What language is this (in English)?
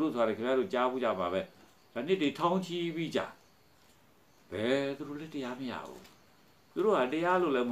Burmese